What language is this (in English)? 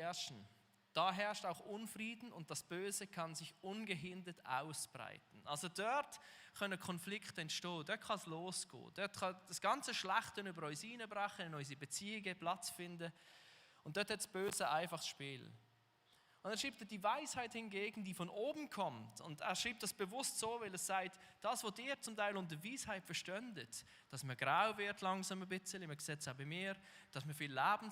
Swiss German